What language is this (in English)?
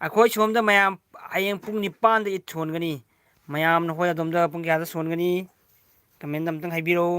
Manipuri